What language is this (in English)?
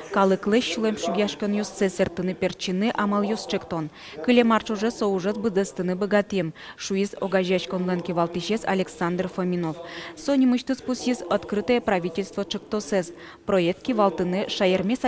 Udmurt